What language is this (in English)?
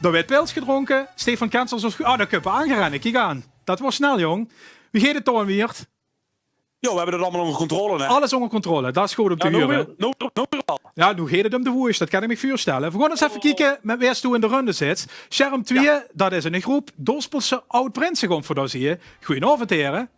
Limburgish